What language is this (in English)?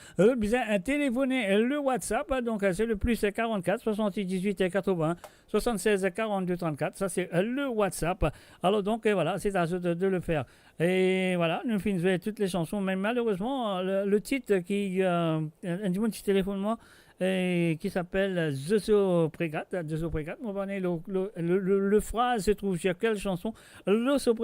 Morisyen